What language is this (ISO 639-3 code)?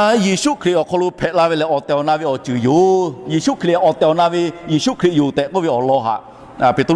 lhu